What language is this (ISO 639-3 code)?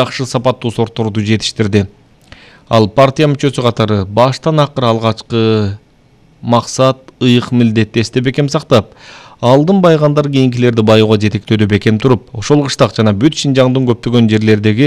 kir